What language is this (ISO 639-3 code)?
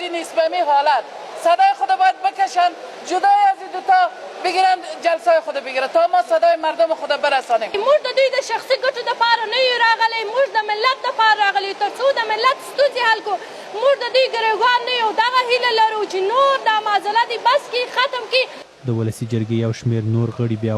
pus